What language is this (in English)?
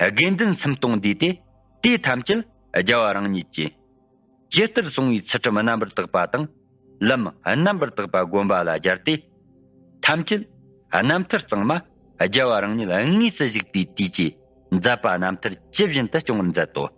Tibetan